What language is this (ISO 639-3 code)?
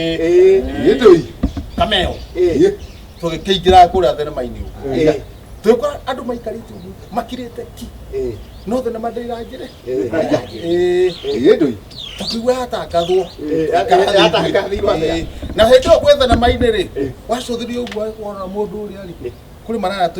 kik